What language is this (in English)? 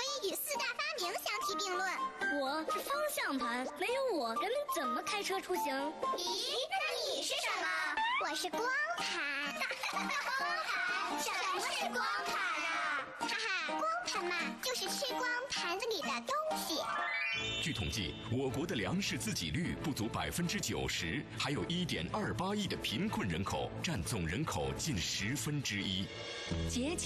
Chinese